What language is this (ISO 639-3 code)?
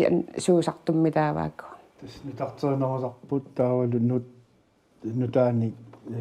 kal